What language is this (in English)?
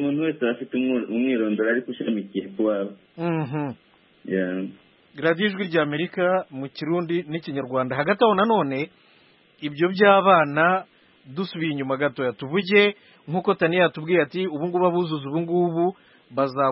Kinyarwanda